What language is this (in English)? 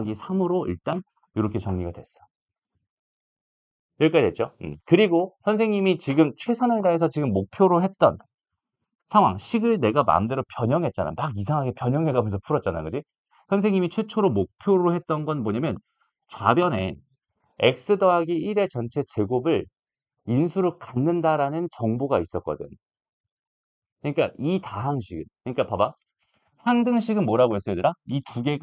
Korean